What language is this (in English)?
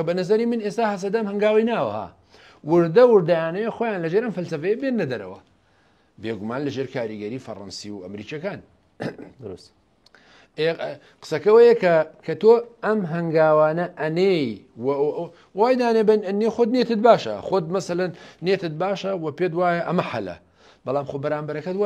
Central Kurdish